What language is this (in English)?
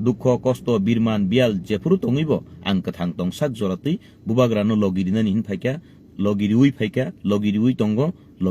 Kok Borok